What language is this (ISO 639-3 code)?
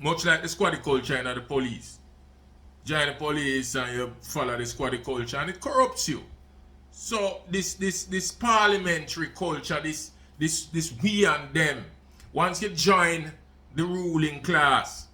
jam